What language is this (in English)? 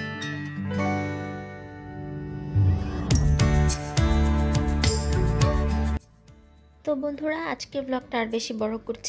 Bangla